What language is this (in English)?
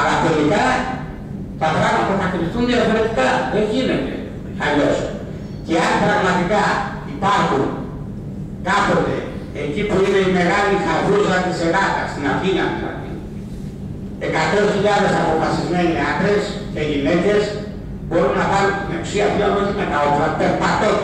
Greek